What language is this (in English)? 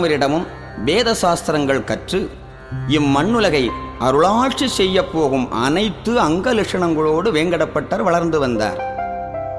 Tamil